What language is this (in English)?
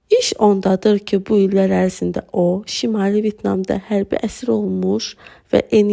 Azerbaijani